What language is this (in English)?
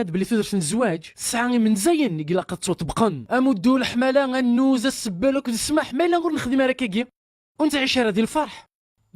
Kabyle